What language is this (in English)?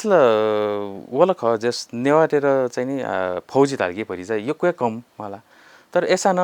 Newari